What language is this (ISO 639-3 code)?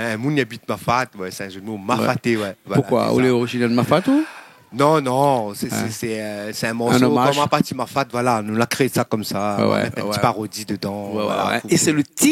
rcf